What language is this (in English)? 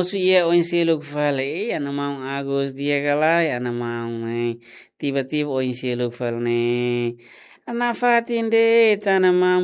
Tetum